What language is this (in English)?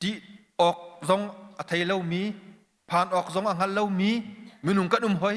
Hakha Chin